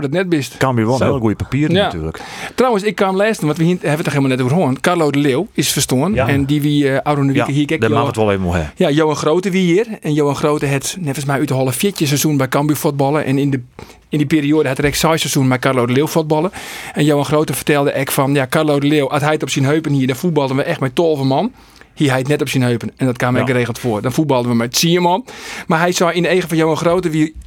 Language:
Western Frisian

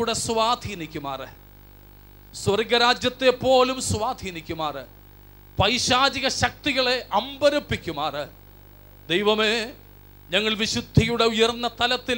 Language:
Malayalam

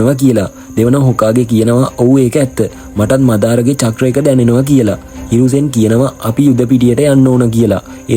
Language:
Sinhala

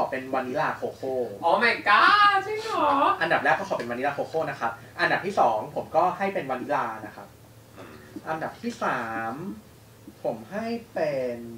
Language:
Thai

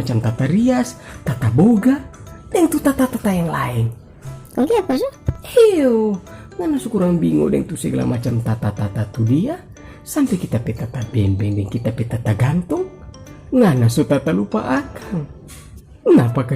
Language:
Manado Malay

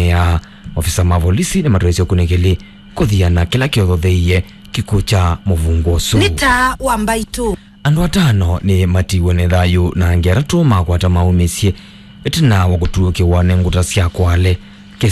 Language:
Kamba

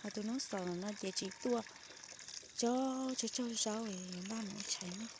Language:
Hmong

